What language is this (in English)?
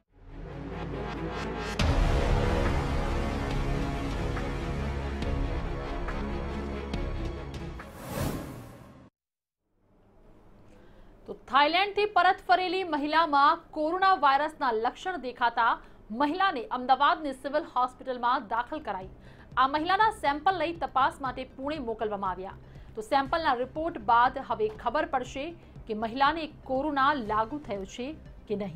Gujarati